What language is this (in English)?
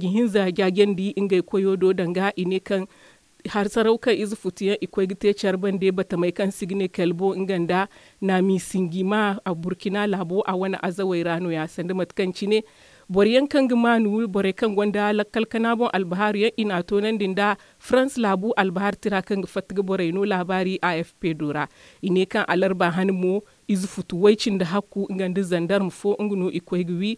Zarma